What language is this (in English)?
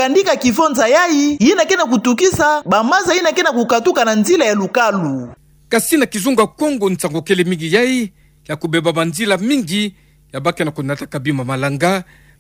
Kituba (Democratic Republic of Congo)